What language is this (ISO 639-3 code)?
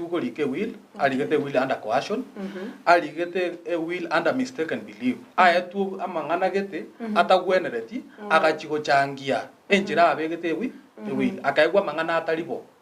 guz